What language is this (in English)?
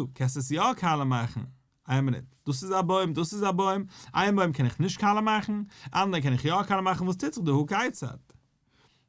Yiddish